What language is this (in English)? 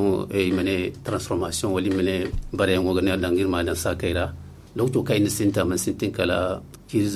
Zarma